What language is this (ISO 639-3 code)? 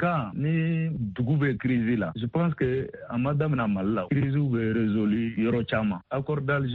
bam